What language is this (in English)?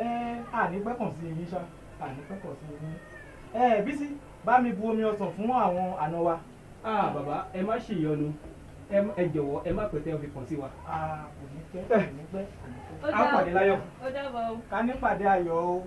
Yoruba